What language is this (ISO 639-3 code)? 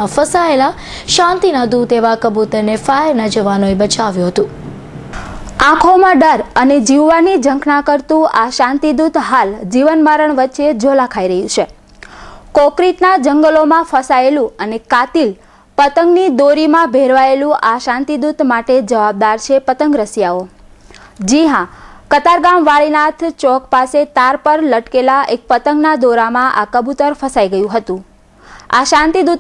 guj